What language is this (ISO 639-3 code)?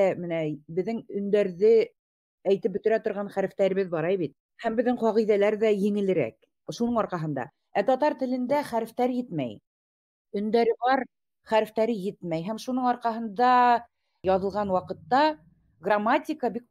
bak